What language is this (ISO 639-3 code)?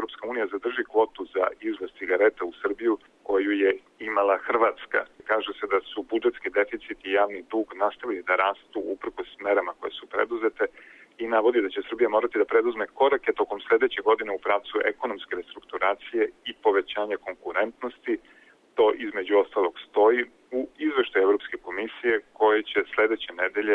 srp